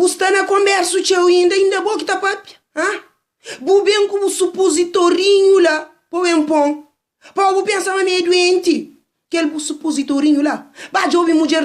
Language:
Kabuverdianu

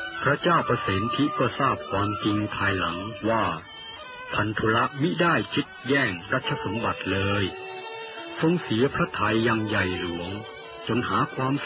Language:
Thai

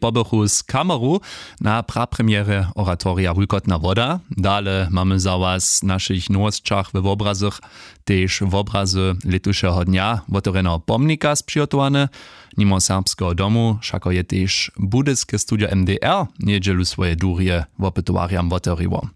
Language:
Upper Sorbian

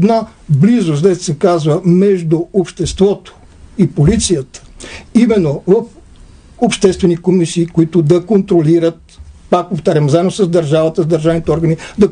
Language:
Bulgarian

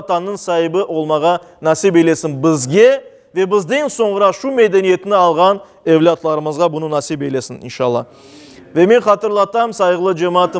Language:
Crimean Tatar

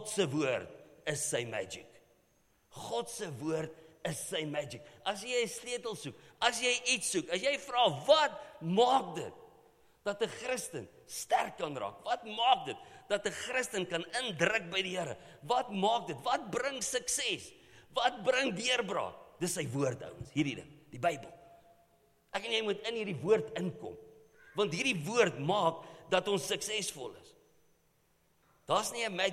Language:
Afrikaans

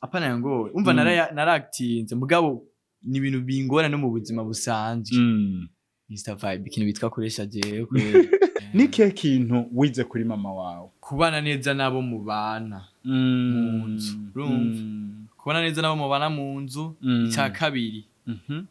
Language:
Rundi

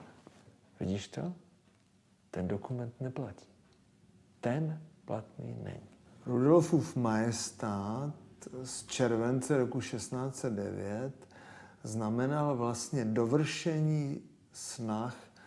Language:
Czech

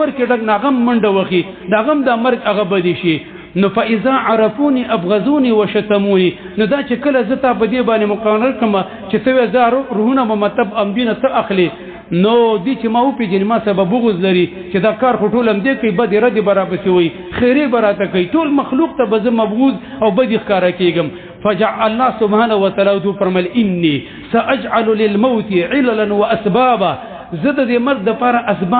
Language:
Pashto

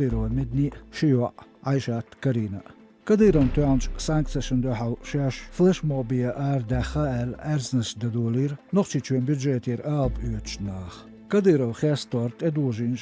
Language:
Chechen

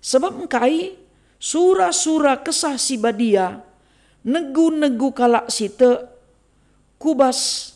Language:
Batak Karo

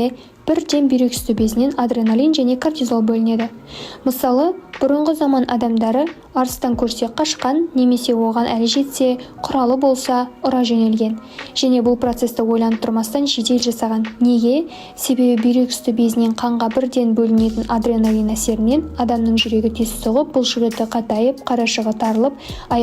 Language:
Kazakh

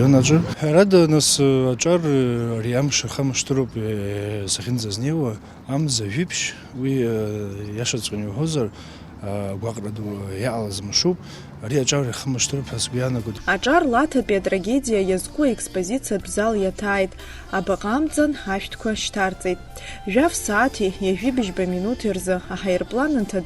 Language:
Abkhazian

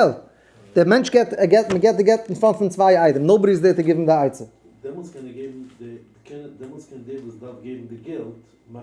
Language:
Yiddish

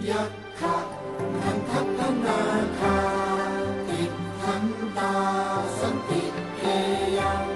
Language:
Pali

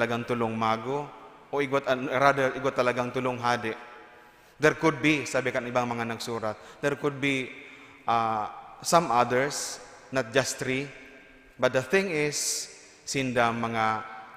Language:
Bikol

